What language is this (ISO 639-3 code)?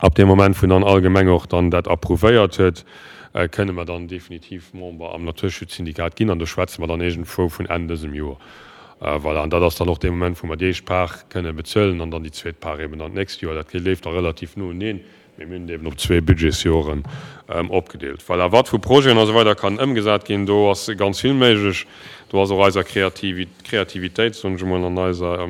ltz